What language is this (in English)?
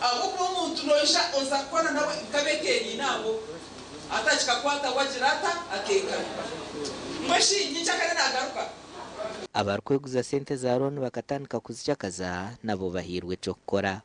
Nyankole